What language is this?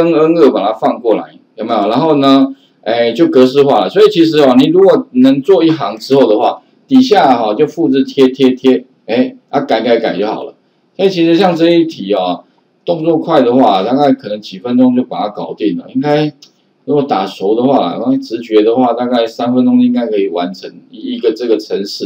Chinese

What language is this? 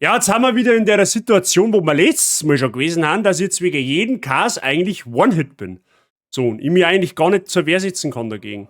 Bavarian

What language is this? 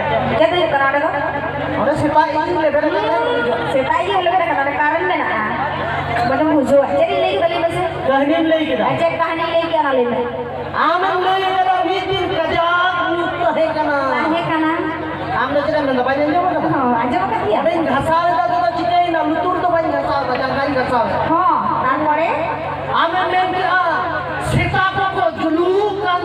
Santali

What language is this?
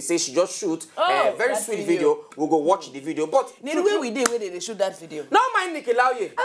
Nigerian Pidgin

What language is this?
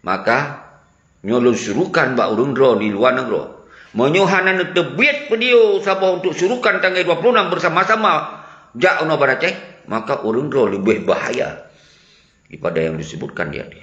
Achinese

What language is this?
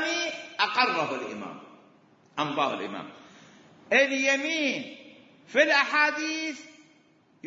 Mesopotamian Arabic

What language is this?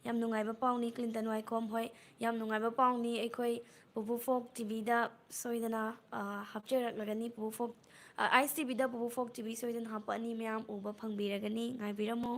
Manipuri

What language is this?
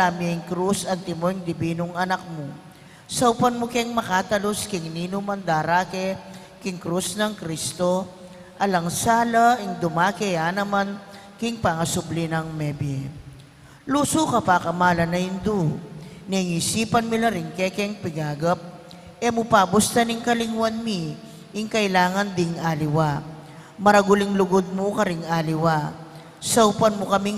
Pampanga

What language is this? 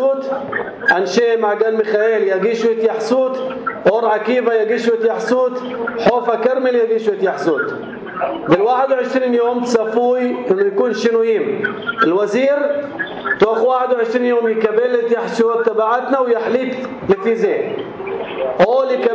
North Levantine Arabic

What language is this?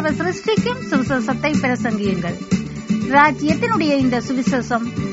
Tamil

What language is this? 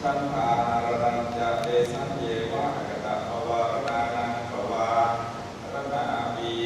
Pali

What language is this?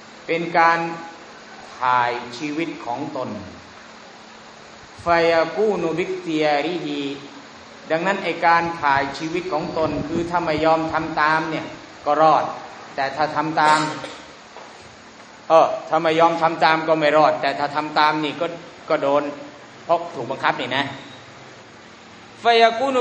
Thai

